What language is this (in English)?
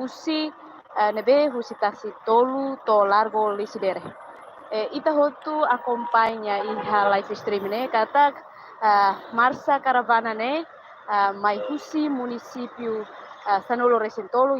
Tetum